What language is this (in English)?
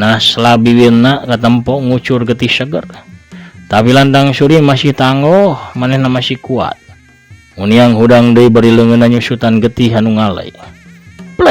Sundanese